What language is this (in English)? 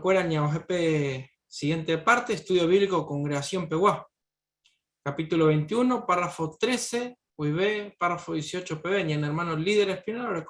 Guarani